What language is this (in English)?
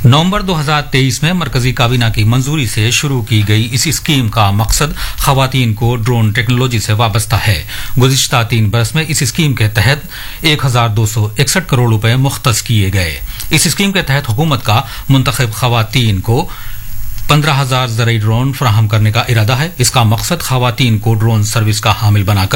Urdu